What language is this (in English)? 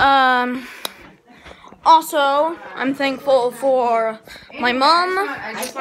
English